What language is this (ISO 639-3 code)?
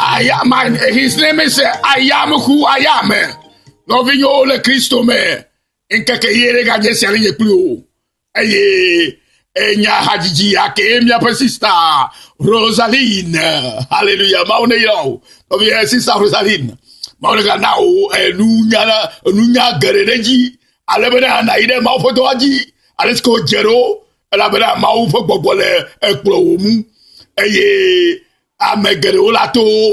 ewe